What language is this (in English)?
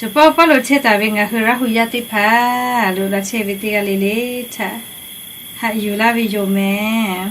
Lahu